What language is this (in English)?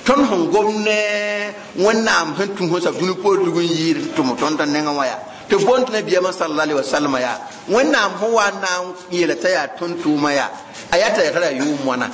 Mossi